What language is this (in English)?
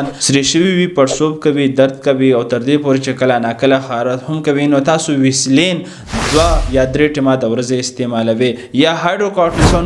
Pashto